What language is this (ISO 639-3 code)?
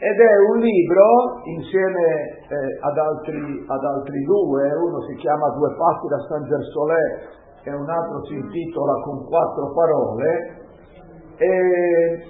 ita